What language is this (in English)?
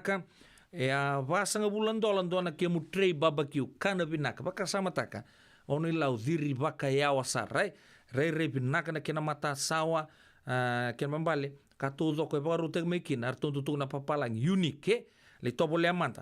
Fijian